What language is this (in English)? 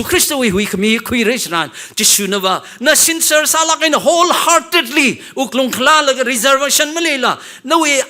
Tangkhul Naga (India)